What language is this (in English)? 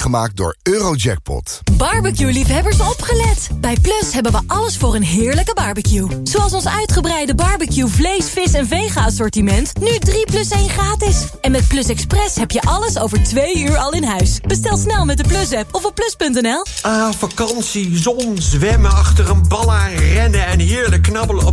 Dutch